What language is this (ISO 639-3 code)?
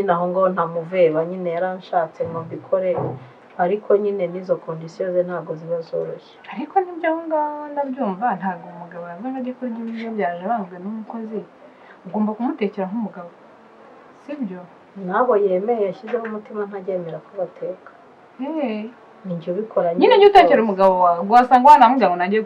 kin